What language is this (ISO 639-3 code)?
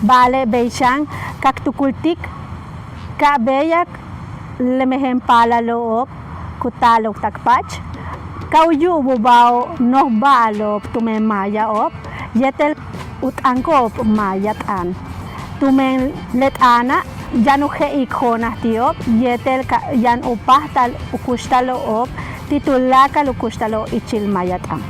yua